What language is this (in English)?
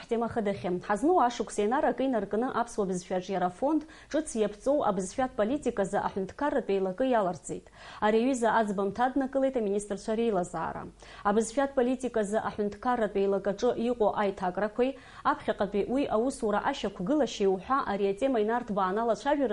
Abkhazian